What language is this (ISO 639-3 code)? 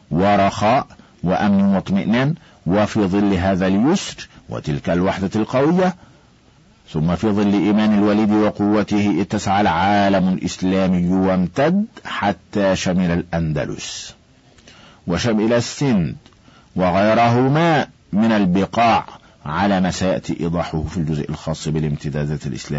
ara